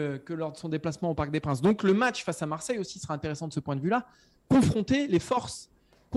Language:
French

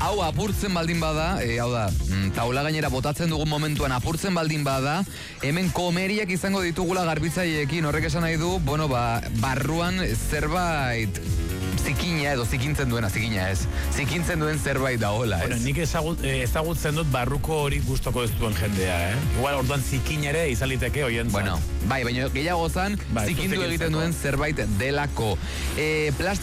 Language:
Basque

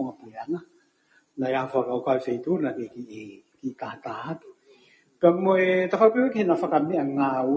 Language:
Tongan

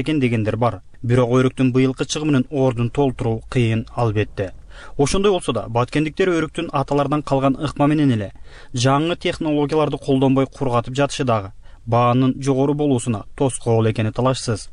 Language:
Kyrgyz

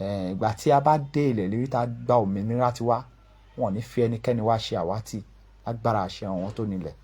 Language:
Yoruba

